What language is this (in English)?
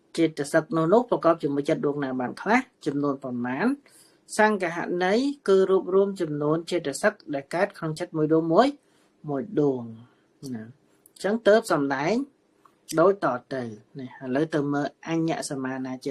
Khmer